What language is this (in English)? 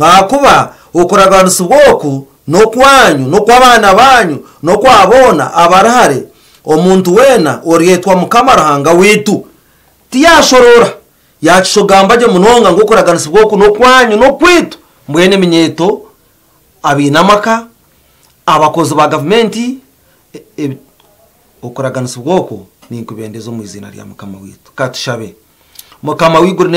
Nyankole